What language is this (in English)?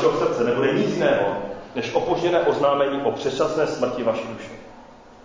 Czech